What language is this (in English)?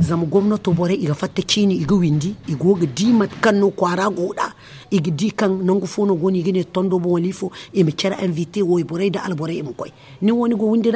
Zarma